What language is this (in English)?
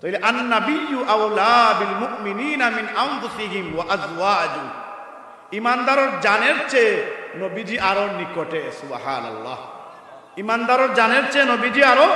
Sylheti